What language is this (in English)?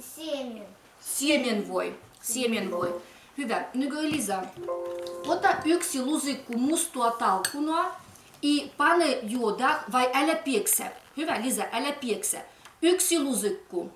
Livvi